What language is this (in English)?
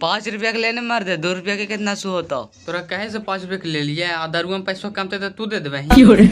Magahi